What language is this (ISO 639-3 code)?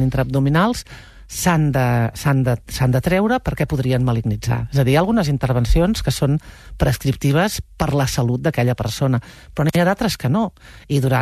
cat